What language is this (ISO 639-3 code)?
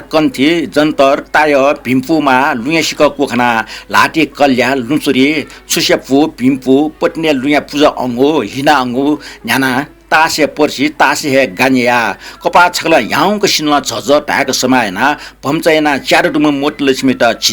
new